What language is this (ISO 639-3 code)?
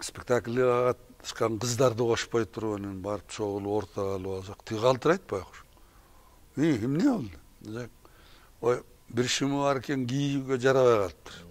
kir